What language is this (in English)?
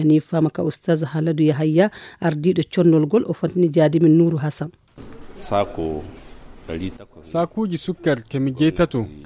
Nigerian Fulfulde